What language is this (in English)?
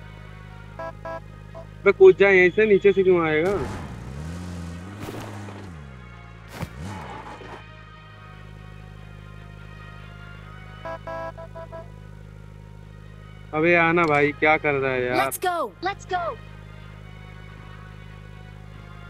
Hindi